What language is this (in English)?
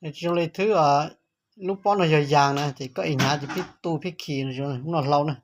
Hmong